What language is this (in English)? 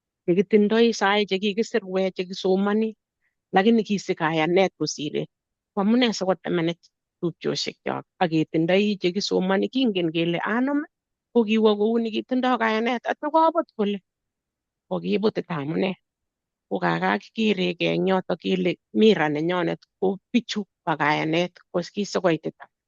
Kalenjin